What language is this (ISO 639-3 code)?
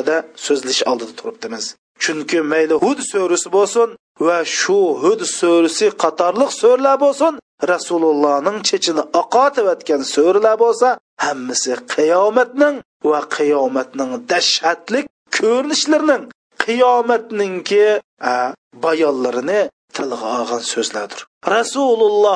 uig